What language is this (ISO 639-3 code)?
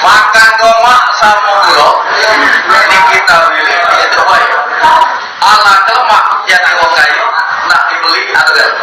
mui